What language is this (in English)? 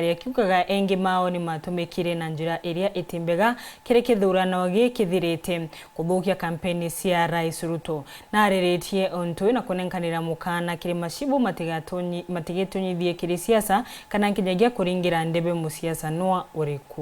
Meru